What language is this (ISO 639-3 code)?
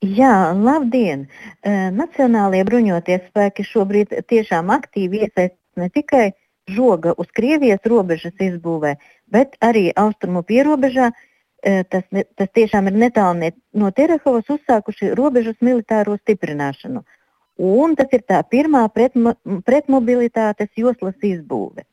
lav